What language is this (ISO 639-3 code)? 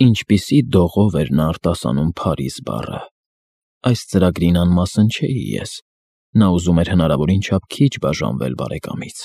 hye